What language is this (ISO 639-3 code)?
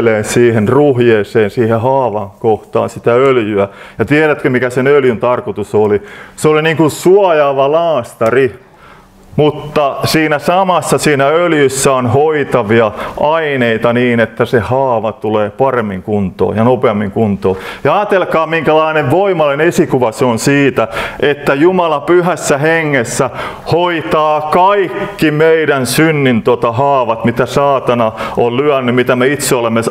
fin